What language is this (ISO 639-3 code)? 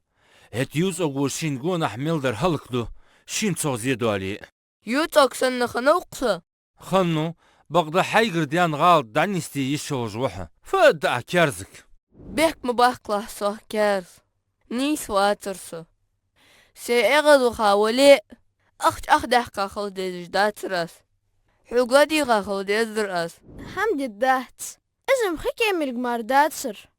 inh